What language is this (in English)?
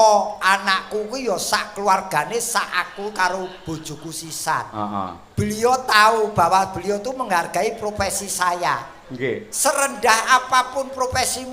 Javanese